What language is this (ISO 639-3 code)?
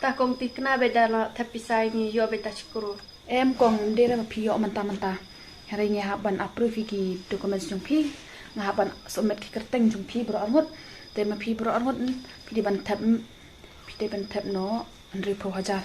kha